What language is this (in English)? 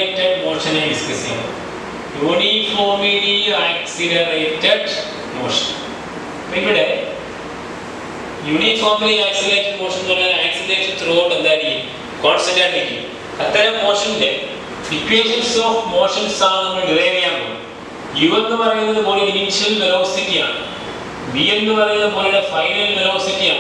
Malayalam